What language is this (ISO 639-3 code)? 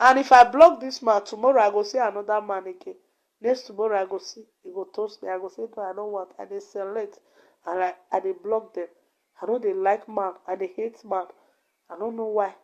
pcm